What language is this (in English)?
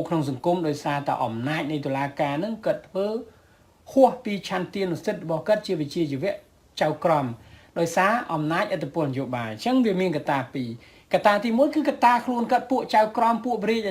Khmer